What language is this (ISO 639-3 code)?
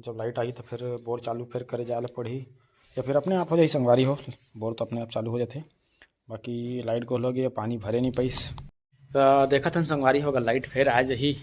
hne